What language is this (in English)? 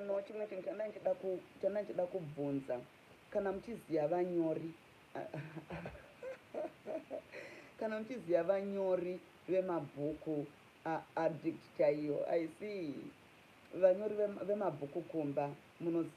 Shona